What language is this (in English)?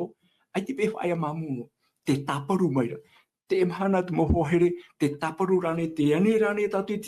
Tahitian